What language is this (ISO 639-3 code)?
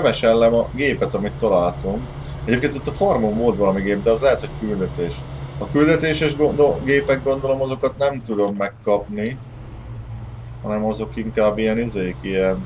hun